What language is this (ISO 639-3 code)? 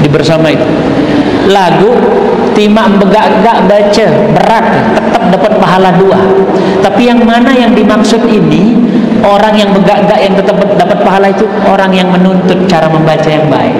sas